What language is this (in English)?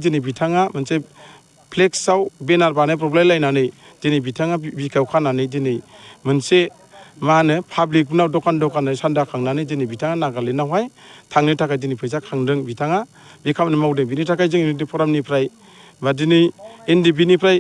Bodo